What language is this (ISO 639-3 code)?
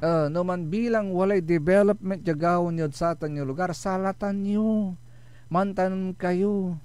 pag